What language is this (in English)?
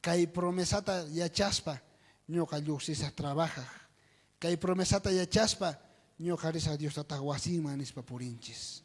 South Bolivian Quechua